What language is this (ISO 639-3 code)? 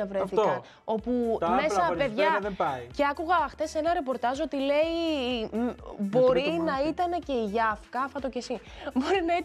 ell